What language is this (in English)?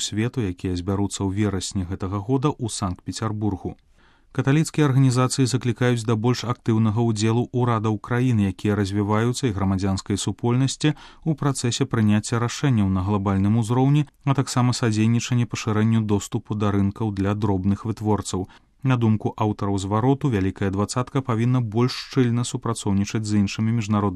Belarusian